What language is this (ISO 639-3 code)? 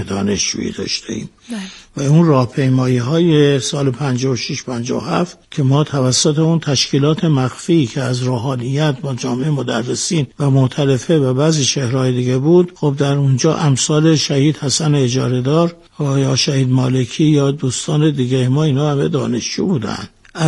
fas